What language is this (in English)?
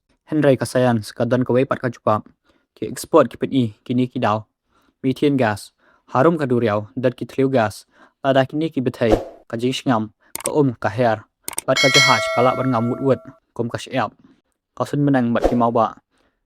Khasi